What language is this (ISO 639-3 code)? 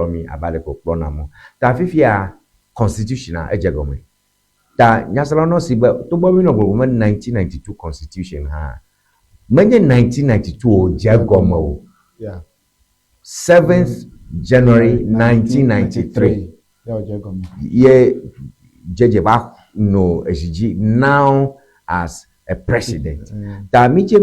ewe